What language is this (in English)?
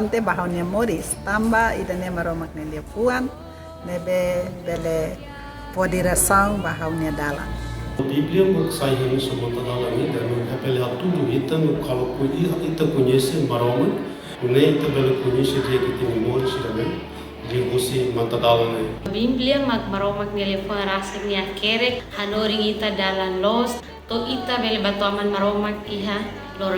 Tetum